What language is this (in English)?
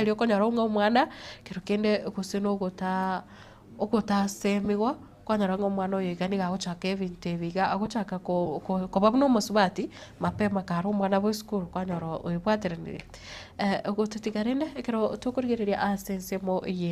Gusii